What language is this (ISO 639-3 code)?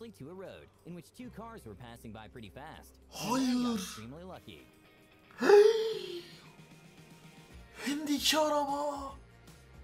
tur